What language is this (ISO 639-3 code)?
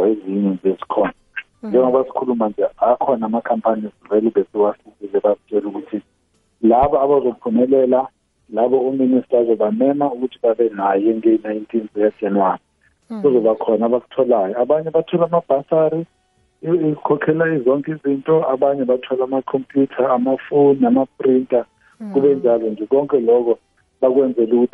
nbl